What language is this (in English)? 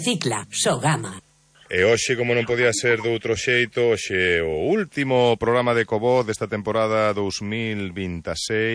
Galician